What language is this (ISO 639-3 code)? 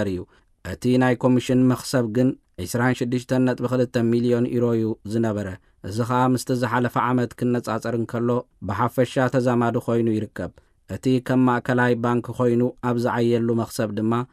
tir